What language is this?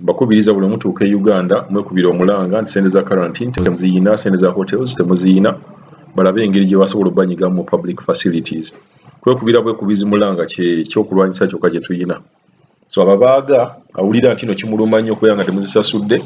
Ganda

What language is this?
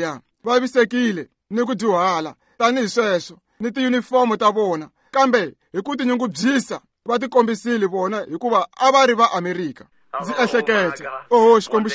Tsonga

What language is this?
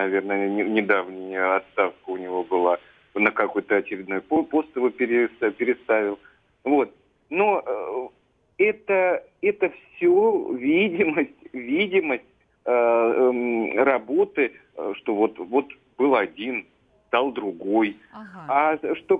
Russian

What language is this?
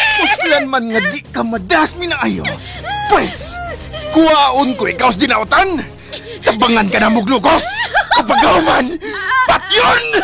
Cebuano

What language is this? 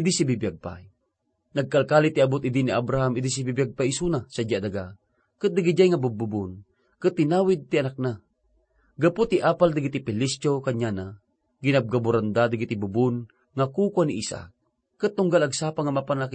Iloko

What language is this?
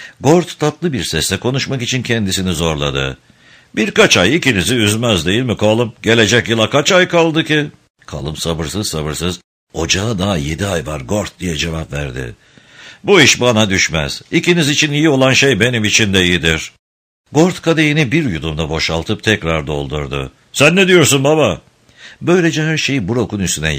Turkish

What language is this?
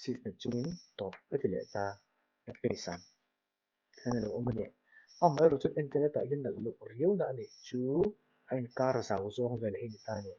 Mizo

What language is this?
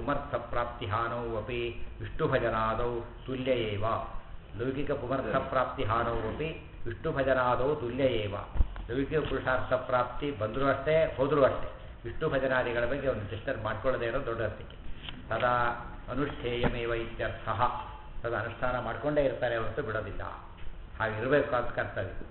Kannada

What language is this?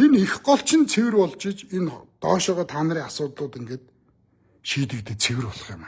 Mongolian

